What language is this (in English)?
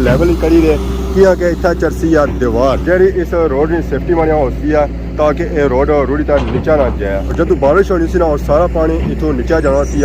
Pahari-Potwari